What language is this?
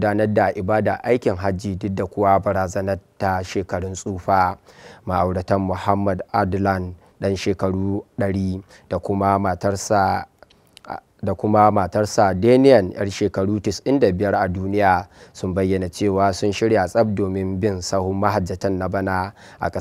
Hausa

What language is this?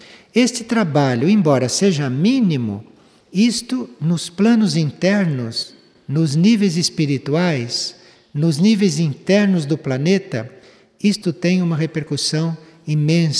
Portuguese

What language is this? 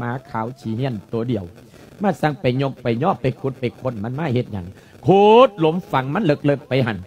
Lao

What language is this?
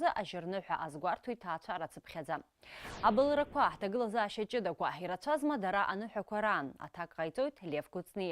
Abkhazian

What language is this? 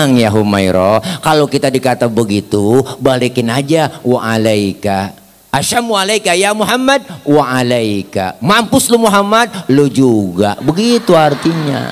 Betawi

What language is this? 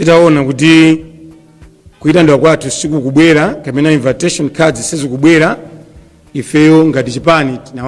Nyanja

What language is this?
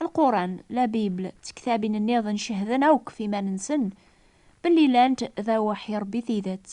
Kabyle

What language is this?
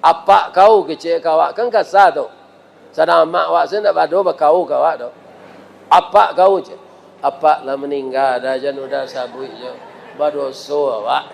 Minangkabau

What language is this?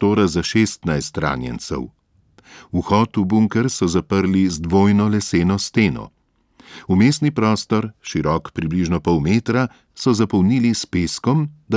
Slovenian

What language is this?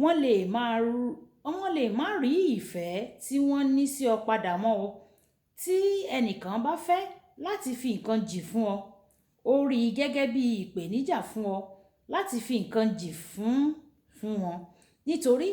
Yoruba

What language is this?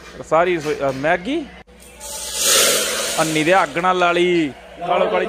Punjabi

